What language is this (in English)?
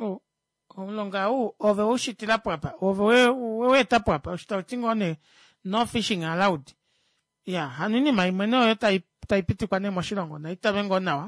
Kuanyama